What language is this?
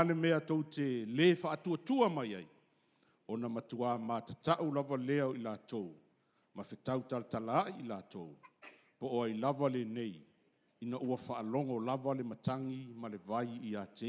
Samoan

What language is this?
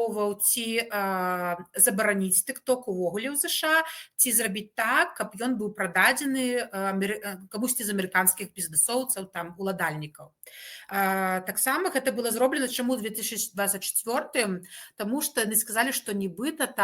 Belarusian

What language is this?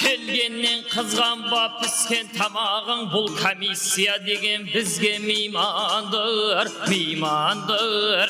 Kara-Kalpak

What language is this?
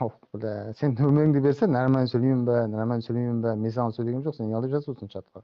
Kara-Kalpak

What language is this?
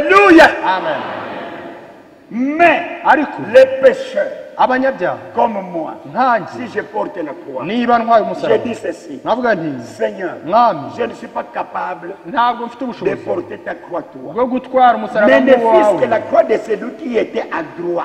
Kinyarwanda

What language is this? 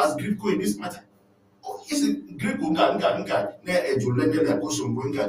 Ewe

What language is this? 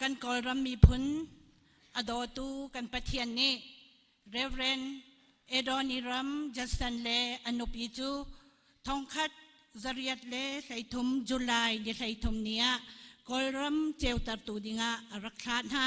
Hakha Chin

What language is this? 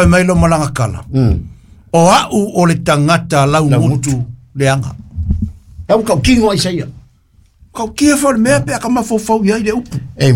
Samoan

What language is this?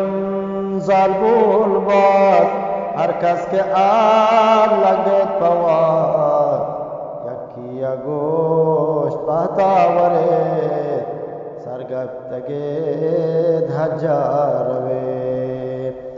Eastern Balochi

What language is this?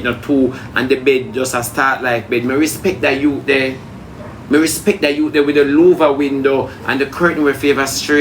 Jamaican Creole English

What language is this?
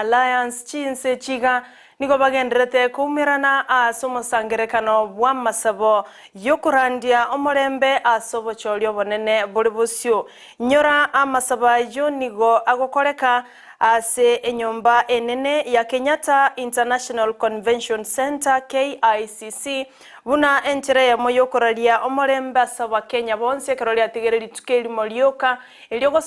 Gusii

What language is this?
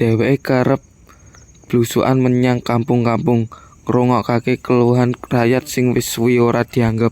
Javanese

